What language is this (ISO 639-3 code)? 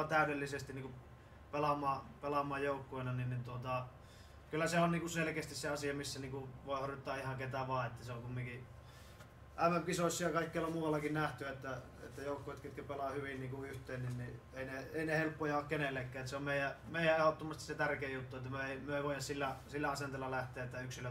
fin